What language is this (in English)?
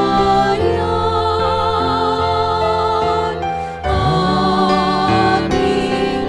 Pampanga